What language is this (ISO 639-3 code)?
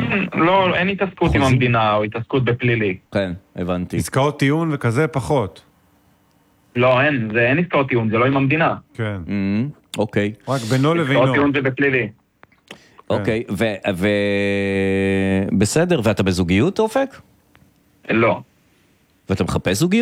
heb